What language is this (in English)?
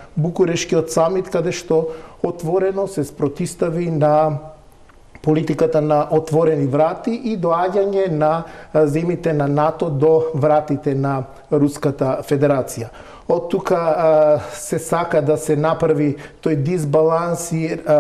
Macedonian